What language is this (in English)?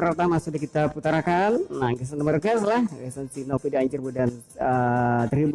Banjar